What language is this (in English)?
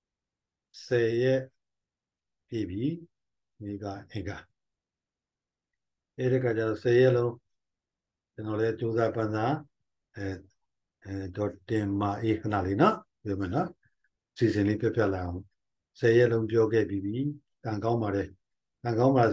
Burmese